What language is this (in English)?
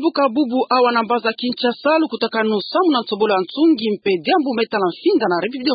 Kituba (Democratic Republic of Congo)